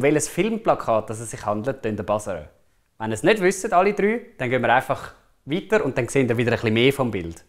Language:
Swiss German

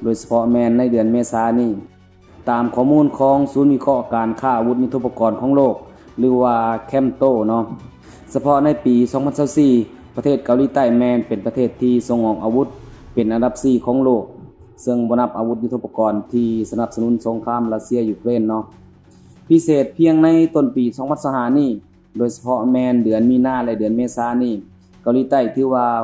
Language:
Lao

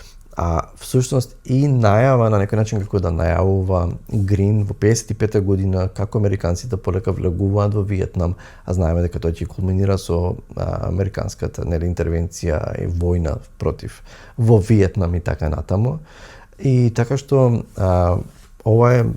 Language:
Macedonian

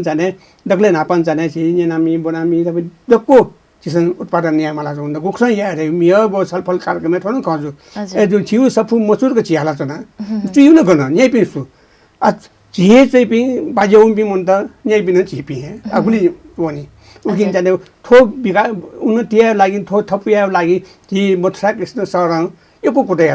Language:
Newari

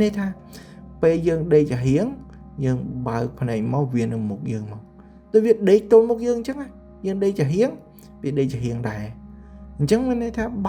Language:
Khmer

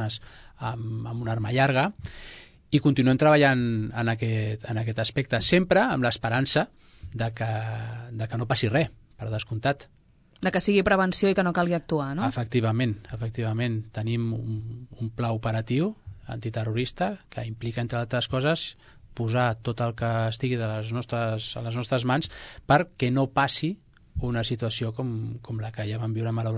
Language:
Catalan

